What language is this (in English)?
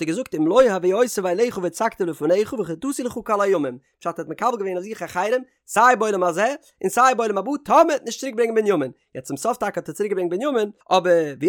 Yiddish